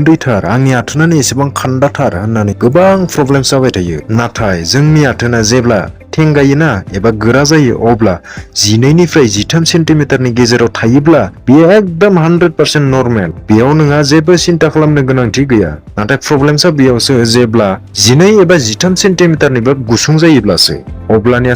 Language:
Bodo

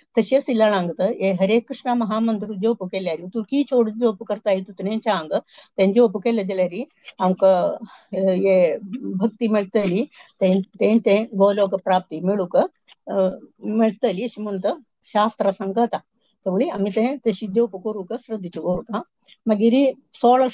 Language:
Konkani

